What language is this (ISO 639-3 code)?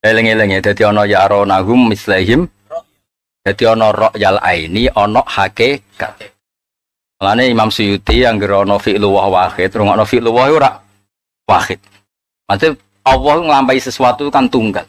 jav